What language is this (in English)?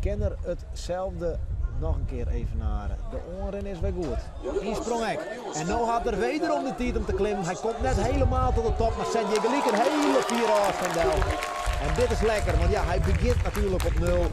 Western Frisian